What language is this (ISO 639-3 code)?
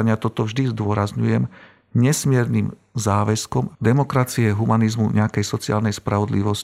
slk